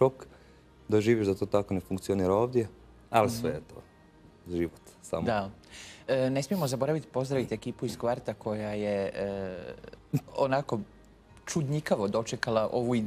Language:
Croatian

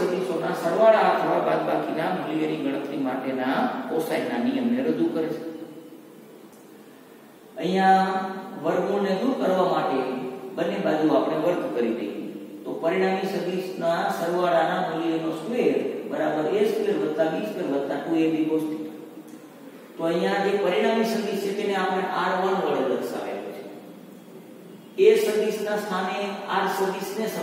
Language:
Gujarati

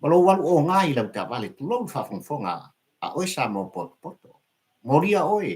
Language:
Samoan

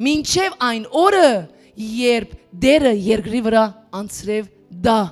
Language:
Western Armenian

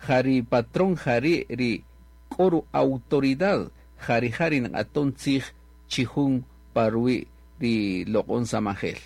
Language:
Kaqchikel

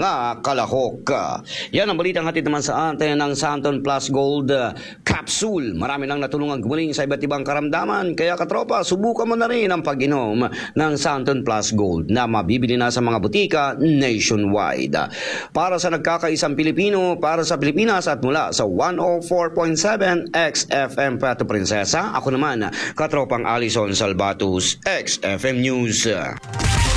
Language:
Filipino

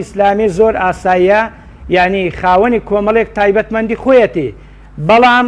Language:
Central Kurdish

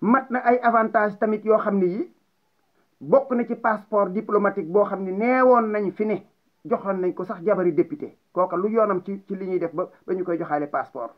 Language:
Wolof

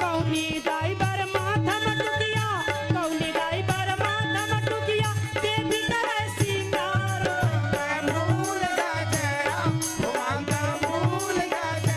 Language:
Chhattisgarhi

